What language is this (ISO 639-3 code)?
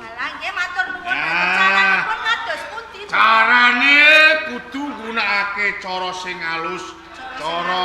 jav